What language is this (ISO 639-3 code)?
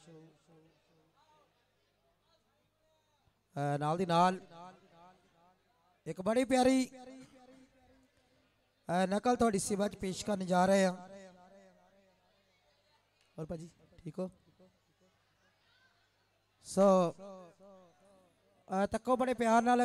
pan